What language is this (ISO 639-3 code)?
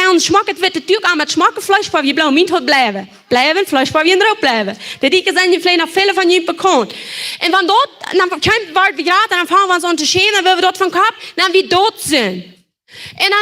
pdt